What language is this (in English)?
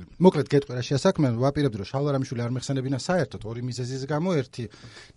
Georgian